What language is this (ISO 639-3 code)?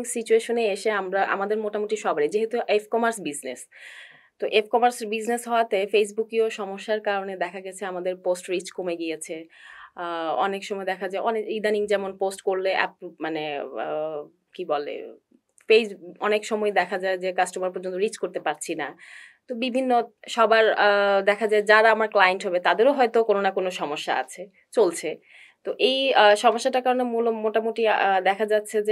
ben